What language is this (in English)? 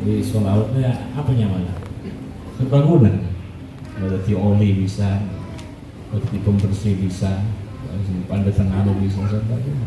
Madurese